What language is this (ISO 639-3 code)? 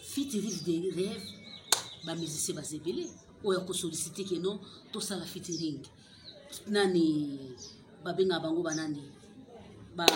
lin